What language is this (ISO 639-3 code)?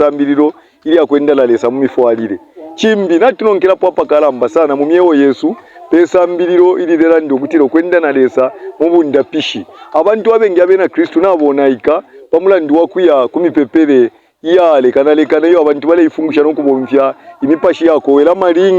bem